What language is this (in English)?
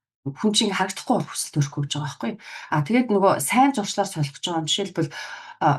Mongolian